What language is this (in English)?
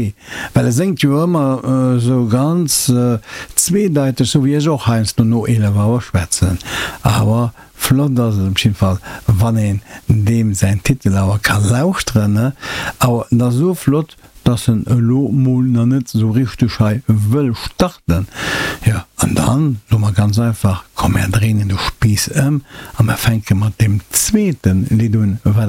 Luxembourgish